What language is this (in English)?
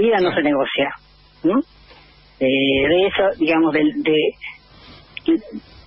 Spanish